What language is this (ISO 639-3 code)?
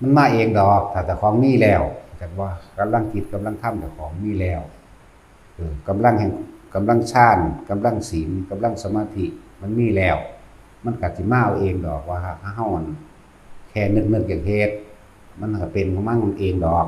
tts